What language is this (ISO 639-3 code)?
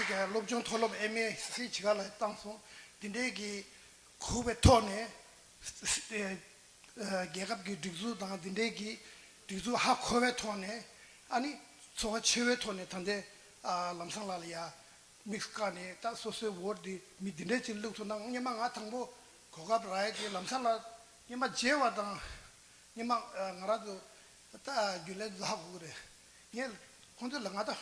bod